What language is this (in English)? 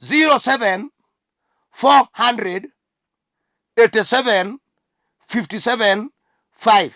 Luo (Kenya and Tanzania)